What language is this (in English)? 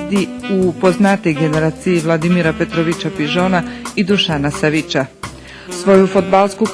Rusyn